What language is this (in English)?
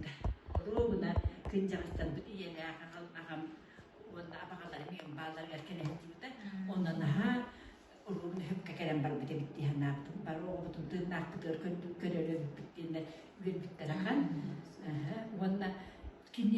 Yakut